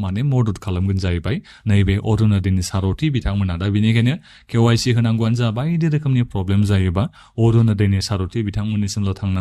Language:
Bodo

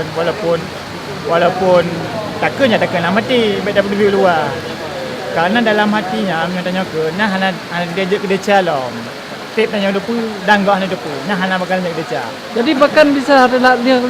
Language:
Achinese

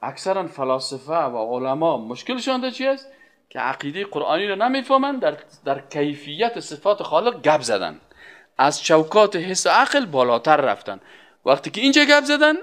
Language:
Persian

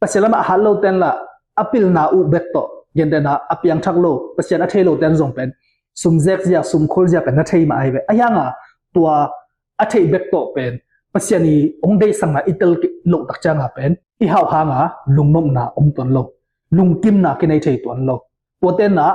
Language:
Tedim Chin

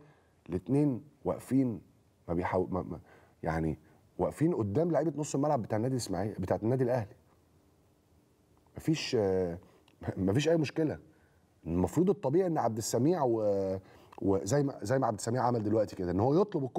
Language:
Egyptian Arabic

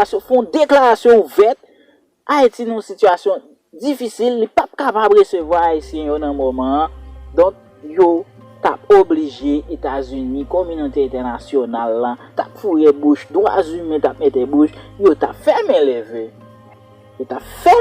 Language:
Haitian Creole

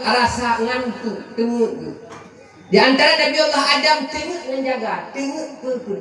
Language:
Achinese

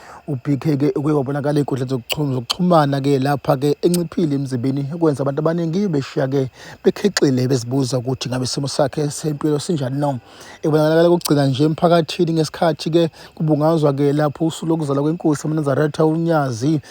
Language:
Zulu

